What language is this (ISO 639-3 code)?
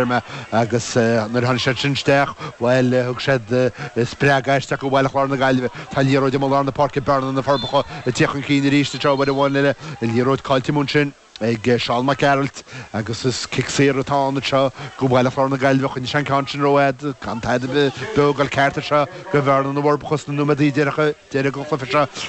gle